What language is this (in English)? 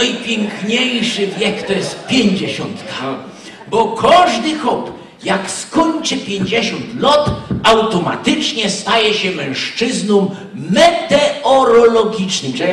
Silesian